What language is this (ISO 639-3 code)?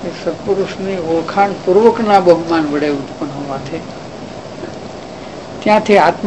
guj